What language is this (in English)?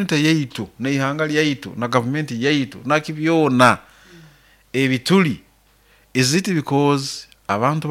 Nyoro